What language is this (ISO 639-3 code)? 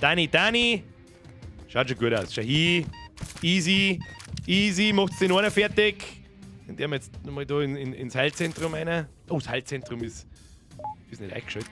bar